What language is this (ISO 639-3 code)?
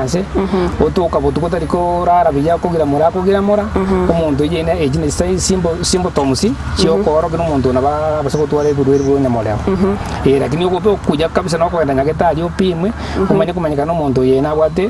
guz